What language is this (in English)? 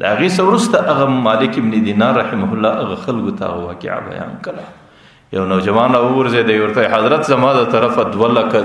Pashto